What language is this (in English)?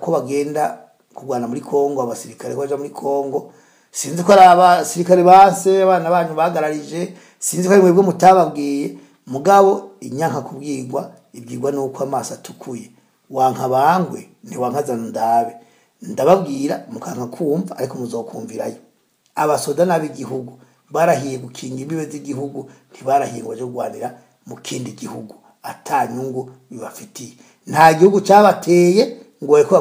Rundi